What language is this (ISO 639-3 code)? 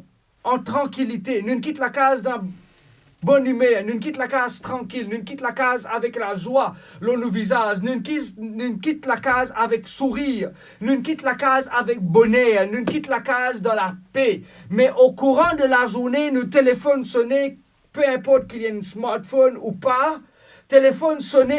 mfe